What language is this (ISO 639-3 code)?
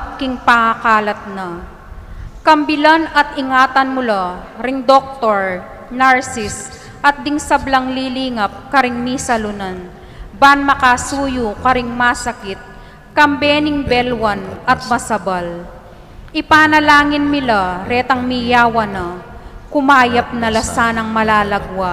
pam